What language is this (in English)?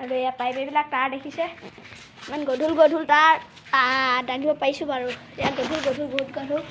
Assamese